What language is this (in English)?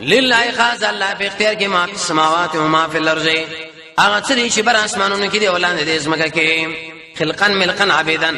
Pashto